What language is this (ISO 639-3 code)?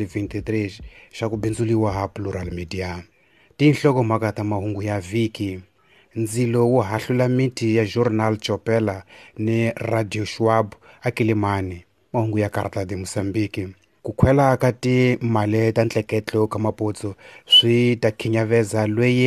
tso